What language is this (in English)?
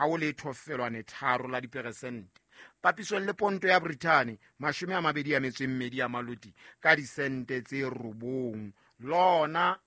Southern Sotho